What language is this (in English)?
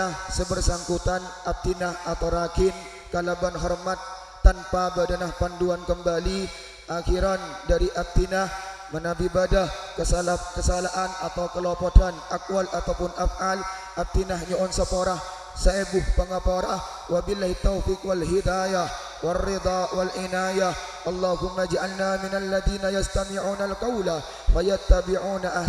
Madurese